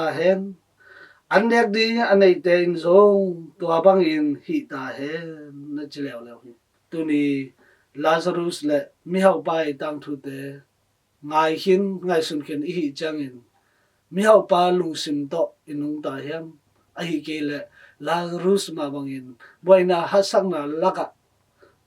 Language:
Tedim Chin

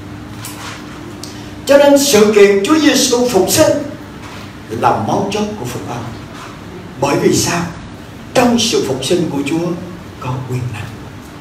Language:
Vietnamese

